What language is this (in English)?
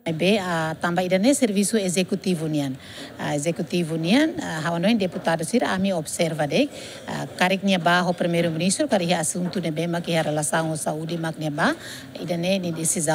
Tetum